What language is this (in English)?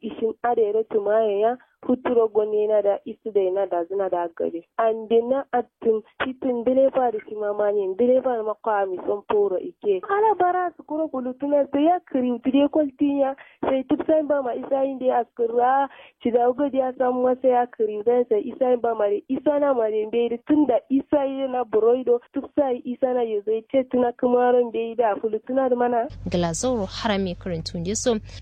Kanuri